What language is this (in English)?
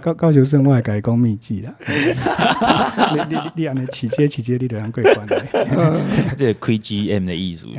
Min Nan Chinese